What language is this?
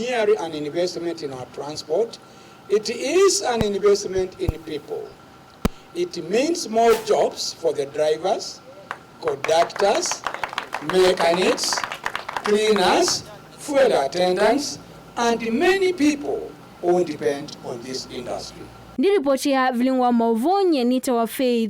Kamba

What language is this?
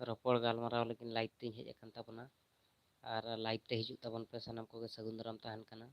Santali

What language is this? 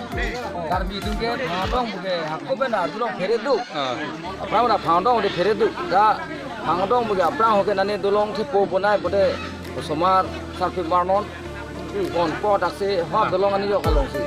Karbi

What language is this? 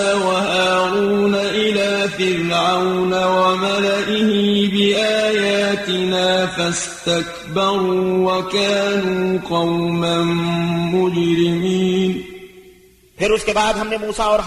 Urdu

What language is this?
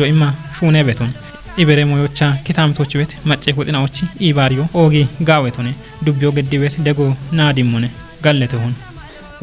Kafa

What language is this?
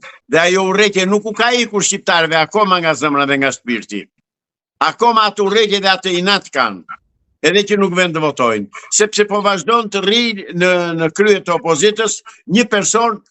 Albanian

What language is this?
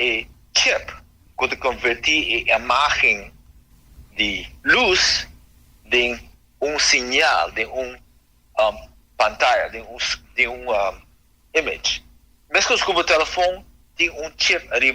Papiamento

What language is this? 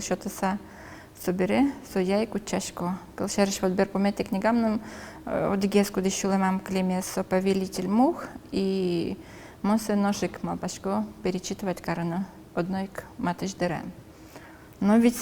Udmurt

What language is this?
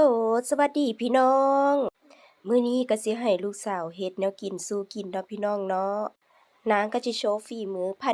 Lao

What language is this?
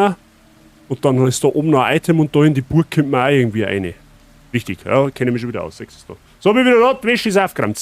Bavarian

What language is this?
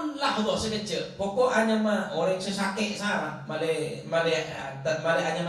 Madurese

